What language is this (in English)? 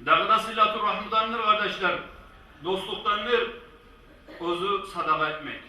Kumyk